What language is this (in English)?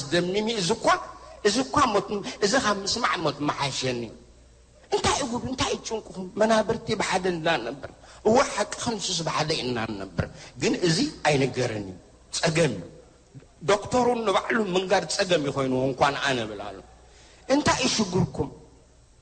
Tigrinya